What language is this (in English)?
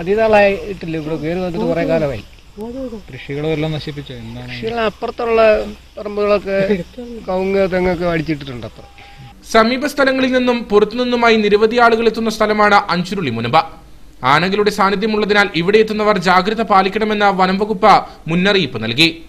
Malayalam